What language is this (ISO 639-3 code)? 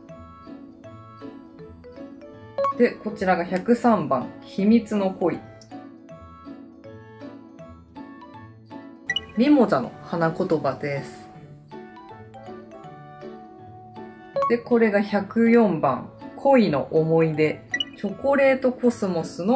jpn